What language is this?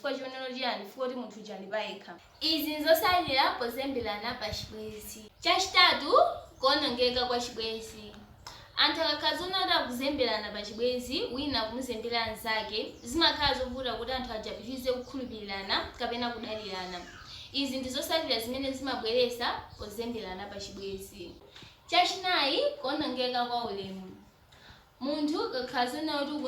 Nyanja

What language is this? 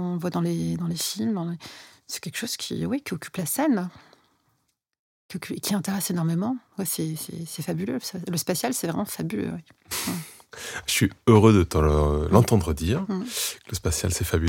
French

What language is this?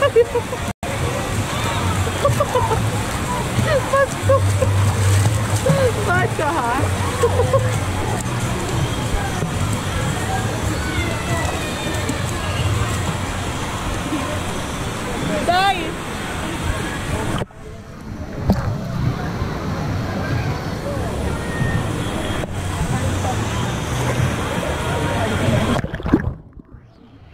Filipino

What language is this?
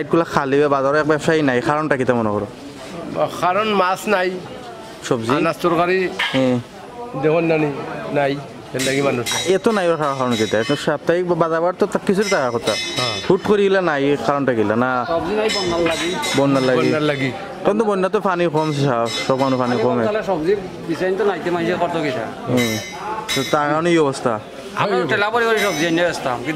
Sylheti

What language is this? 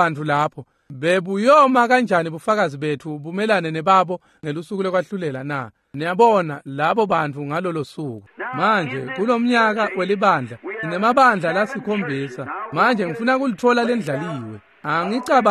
Swati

